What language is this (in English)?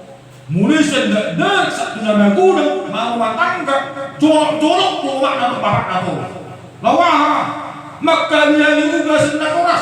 Batak Toba